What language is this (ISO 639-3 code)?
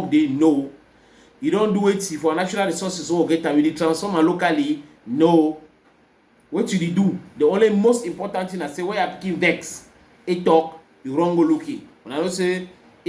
wes